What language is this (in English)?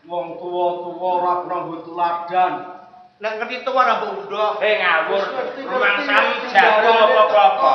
Javanese